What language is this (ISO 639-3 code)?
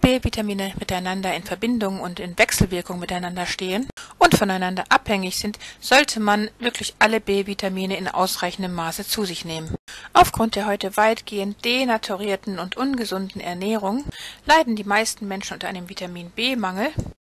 deu